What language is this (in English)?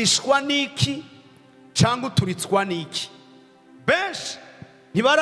Rundi